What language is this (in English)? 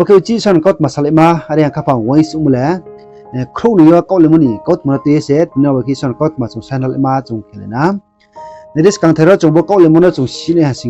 Riang (India)